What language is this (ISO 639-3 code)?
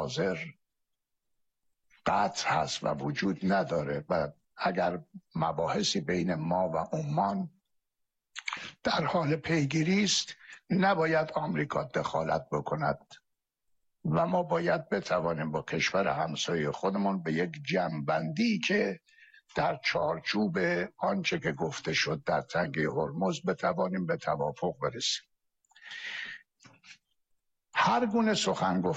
fas